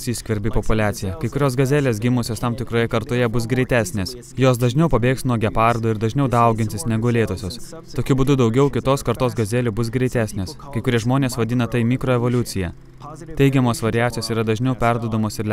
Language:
Lithuanian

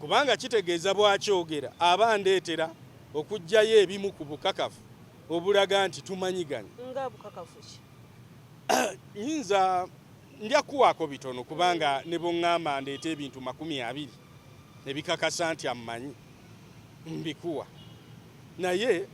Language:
Ganda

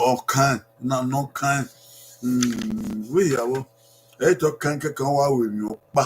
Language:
Bini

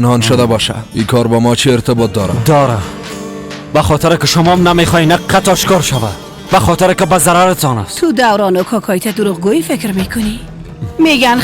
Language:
Persian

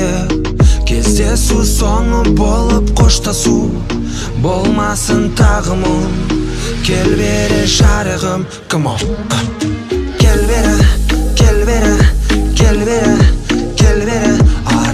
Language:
Kazakh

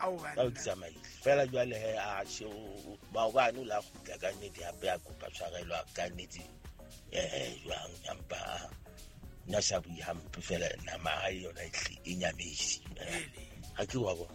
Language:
Southern Sotho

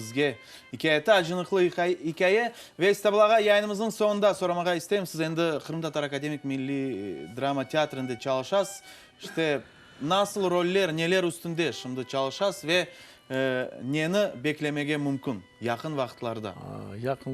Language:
Crimean Tatar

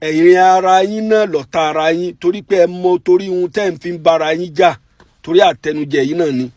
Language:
Yoruba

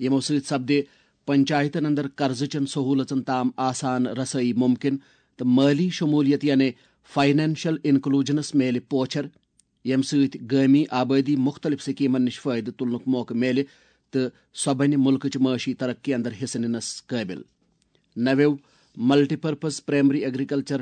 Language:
Kashmiri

